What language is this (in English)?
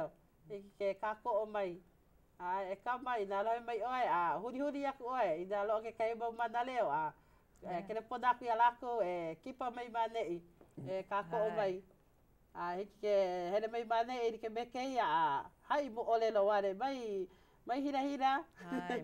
Hawaiian